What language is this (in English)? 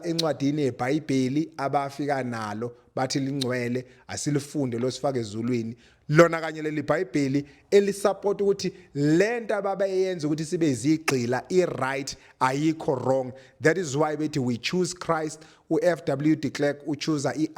Zulu